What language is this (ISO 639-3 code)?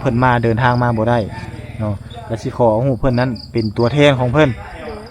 lao